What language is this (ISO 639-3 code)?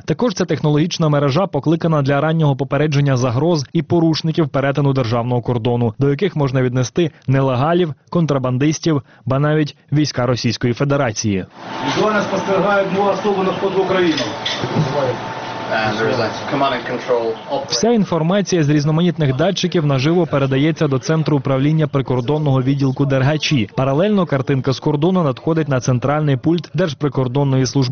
ukr